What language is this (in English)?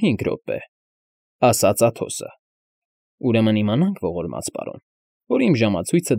Armenian